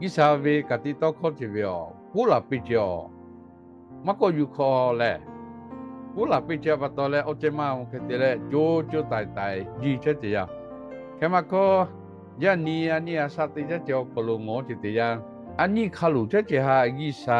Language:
Lahu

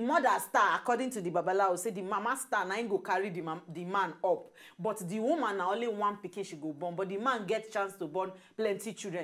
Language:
Nigerian Pidgin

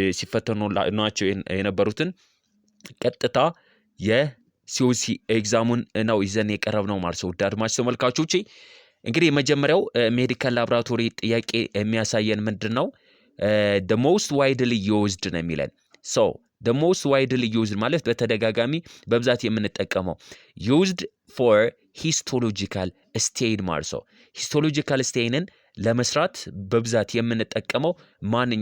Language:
Amharic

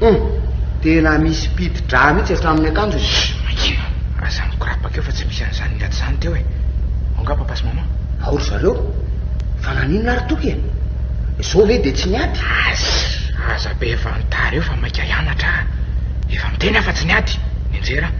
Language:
Malagasy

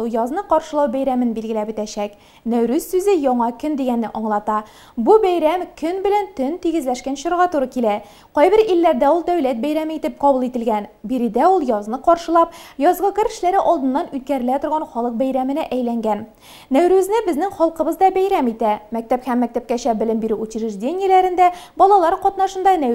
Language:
Tatar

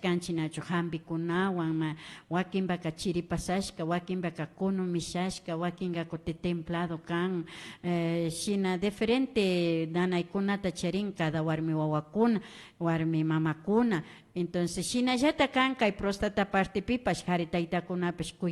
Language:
Imbabura Highland Quichua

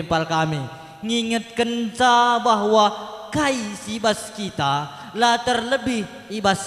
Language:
Batak Karo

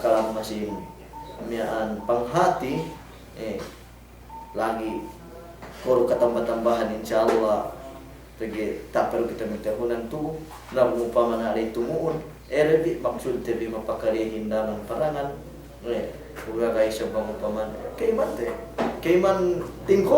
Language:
Yakan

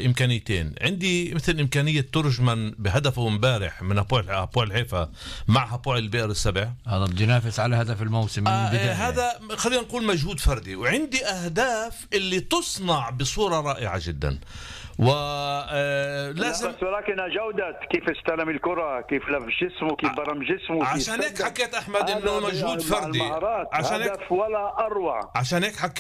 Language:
North Levantine Arabic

